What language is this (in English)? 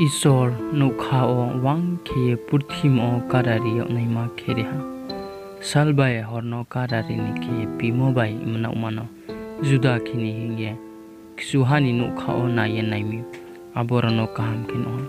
Riang (India)